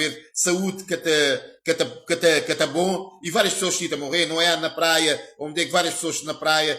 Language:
Kabuverdianu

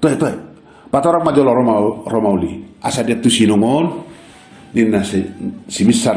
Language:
Batak Toba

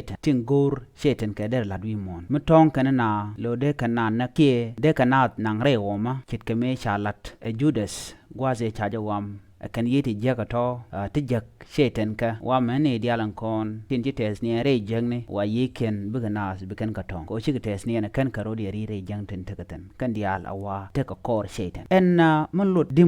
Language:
Nuer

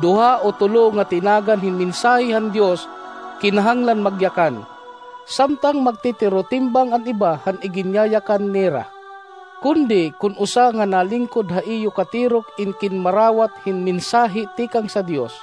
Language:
Waray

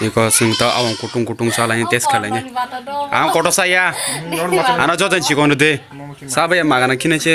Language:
Kok Borok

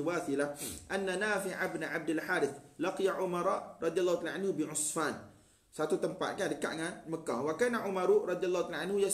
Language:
Malay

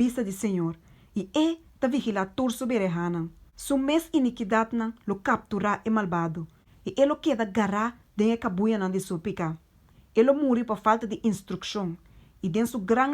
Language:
Papiamento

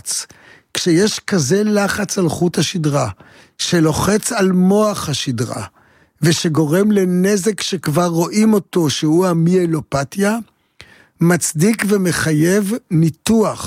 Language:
Hebrew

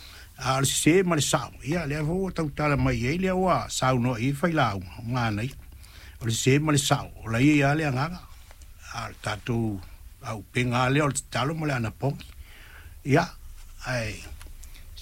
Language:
Samoan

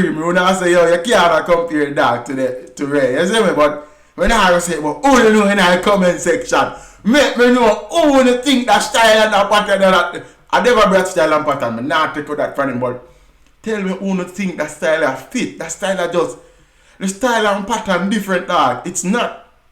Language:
Jamaican Creole English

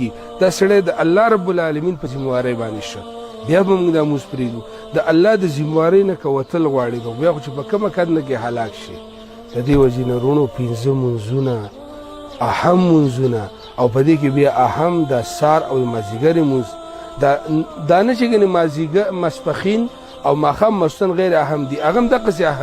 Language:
Pashto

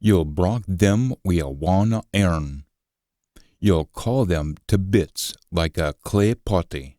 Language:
Scots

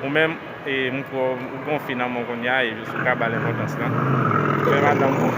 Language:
Haitian Creole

